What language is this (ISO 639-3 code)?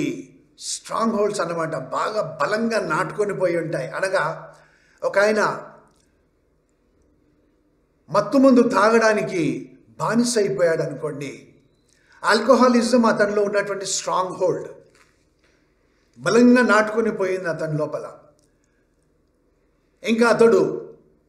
tel